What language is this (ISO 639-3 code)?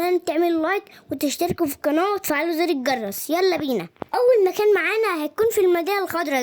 arz